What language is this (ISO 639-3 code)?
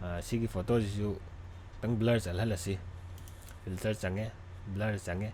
mni